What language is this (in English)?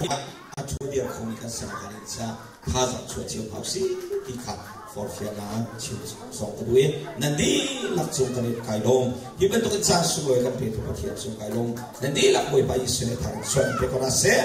Hakha Chin